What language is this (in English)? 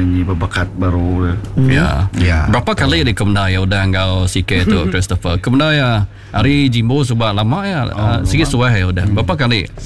Iban